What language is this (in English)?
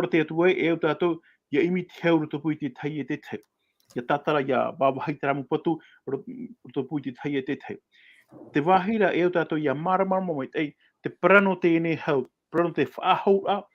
Tahitian